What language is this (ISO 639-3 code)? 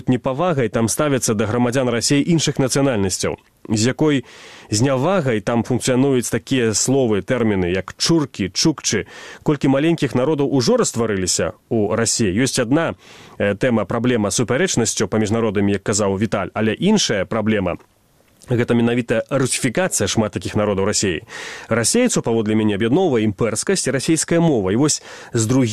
bel